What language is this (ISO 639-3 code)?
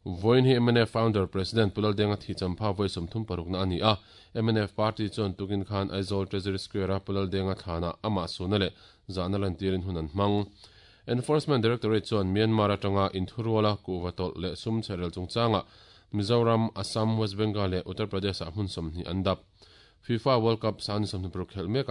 lus